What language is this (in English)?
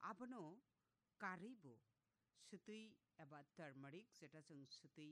Kok Borok